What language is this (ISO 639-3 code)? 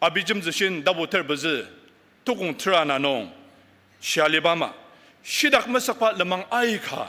njo